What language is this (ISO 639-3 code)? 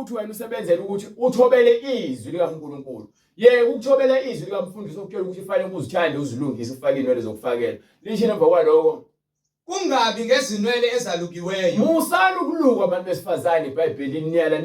zul